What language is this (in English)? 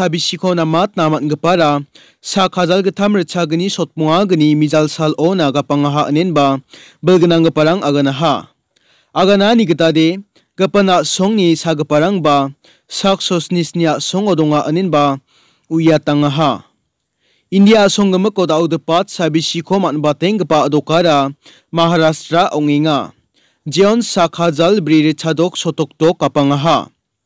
Garo